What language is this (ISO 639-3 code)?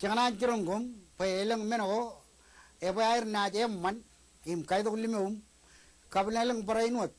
mah